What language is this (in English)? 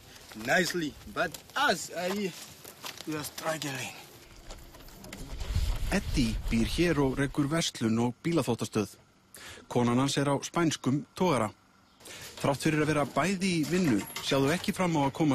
Icelandic